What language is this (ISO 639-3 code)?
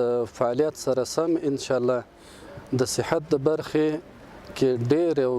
pus